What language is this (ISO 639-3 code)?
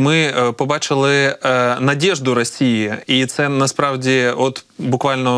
ukr